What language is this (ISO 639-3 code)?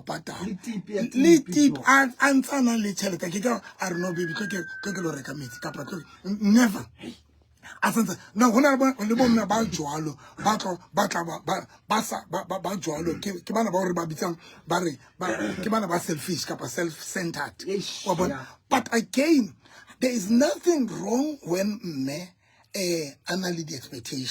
sot